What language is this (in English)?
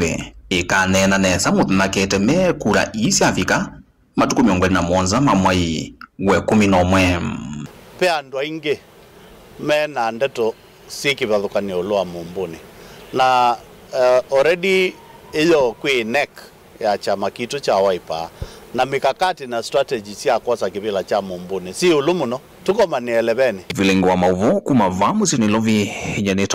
Kamba